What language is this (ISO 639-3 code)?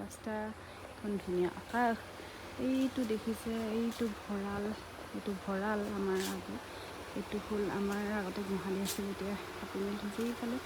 asm